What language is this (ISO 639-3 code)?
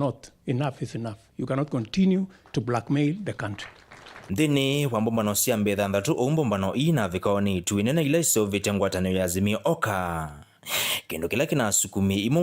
kam